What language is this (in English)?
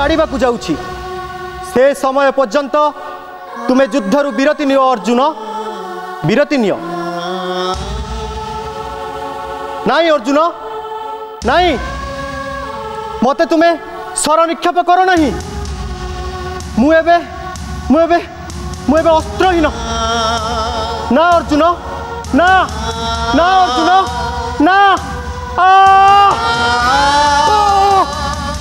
Odia